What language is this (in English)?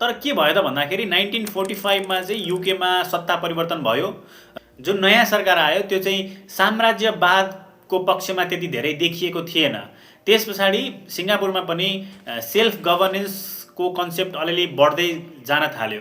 Nepali